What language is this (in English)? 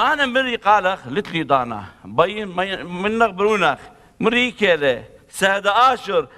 Assyrian Neo-Aramaic